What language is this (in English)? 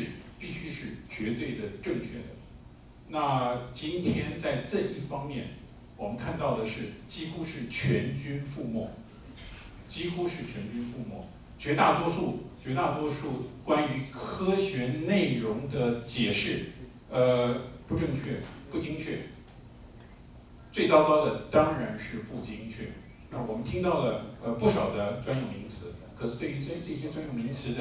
Chinese